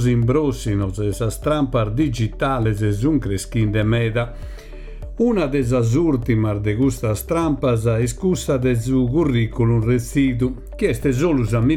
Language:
Sardinian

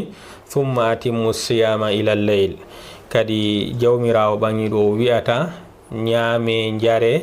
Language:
Fula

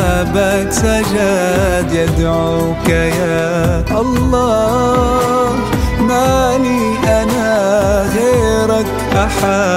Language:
Arabic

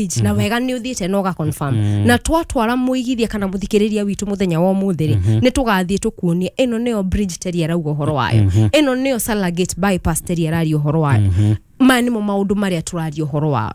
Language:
Kikuyu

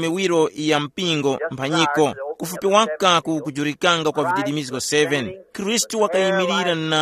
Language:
Tumbuka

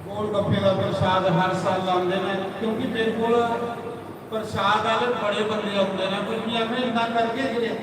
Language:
Dogri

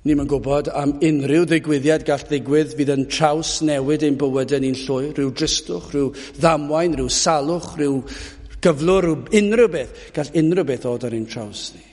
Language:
Welsh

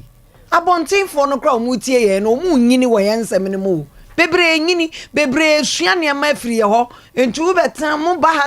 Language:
Akan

